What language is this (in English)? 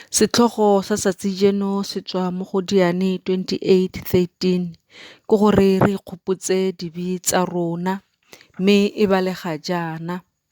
Tswana